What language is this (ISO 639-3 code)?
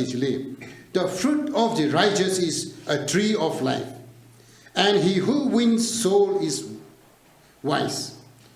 nmf